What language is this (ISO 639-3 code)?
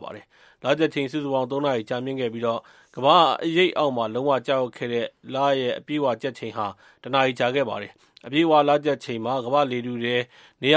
mya